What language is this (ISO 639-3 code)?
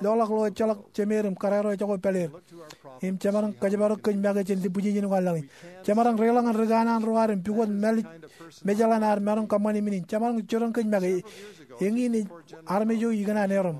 mah